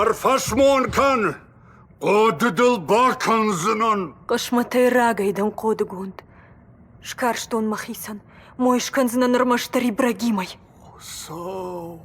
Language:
Ossetic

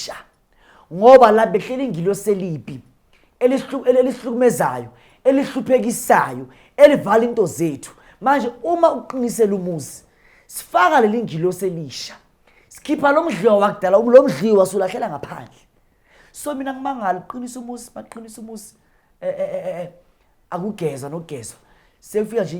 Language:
Zulu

